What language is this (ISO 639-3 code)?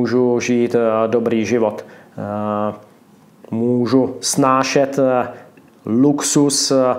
ces